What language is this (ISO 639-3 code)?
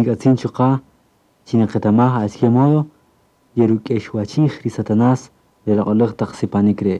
cak